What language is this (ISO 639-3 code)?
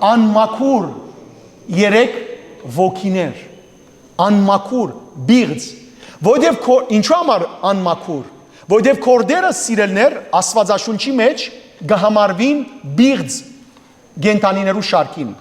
hyw